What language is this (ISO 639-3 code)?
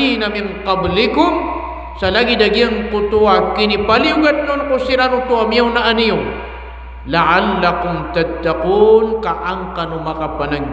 mrw